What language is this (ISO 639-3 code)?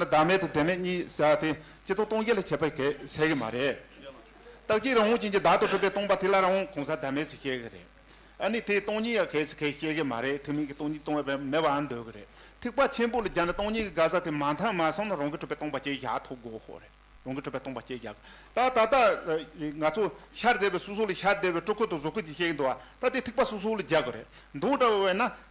bod